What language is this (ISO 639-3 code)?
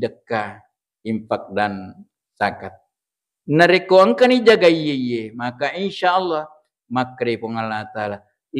bug